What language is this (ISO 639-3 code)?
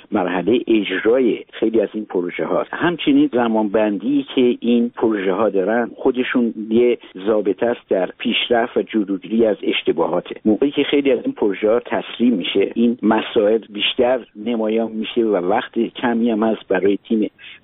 fas